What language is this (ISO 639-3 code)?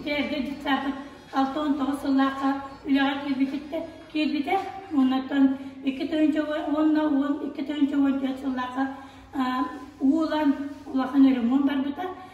sah